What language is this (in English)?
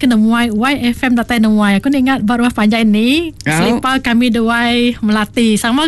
Iban